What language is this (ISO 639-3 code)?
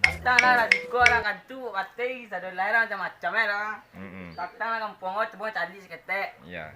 min